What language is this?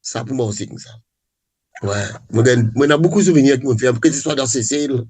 Morisyen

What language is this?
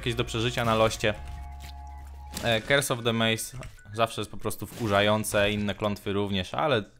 Polish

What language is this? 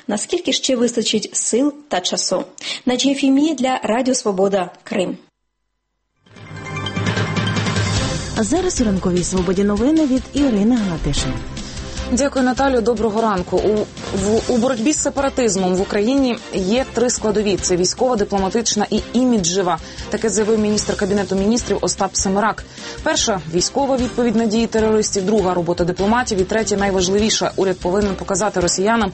Ukrainian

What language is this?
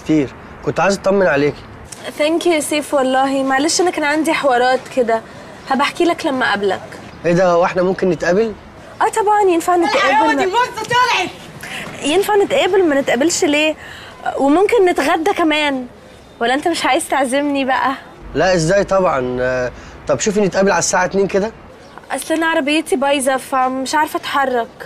Egyptian Arabic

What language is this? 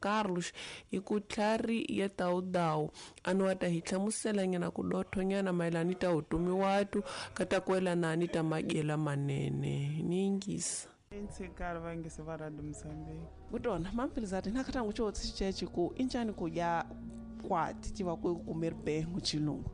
Tsonga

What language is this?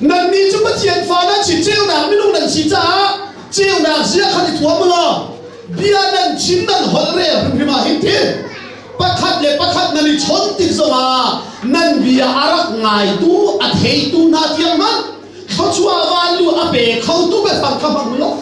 Hakha Chin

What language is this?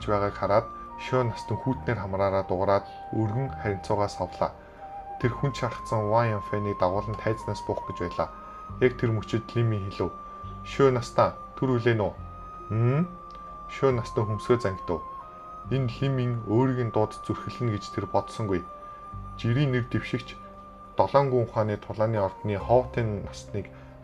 Mongolian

